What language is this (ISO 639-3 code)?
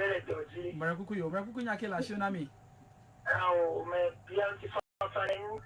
ewe